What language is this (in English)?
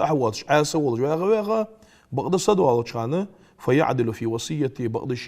Ingush